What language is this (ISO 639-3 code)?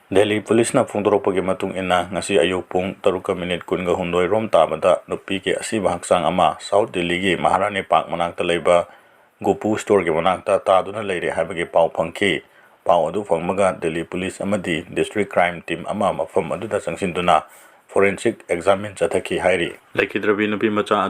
mni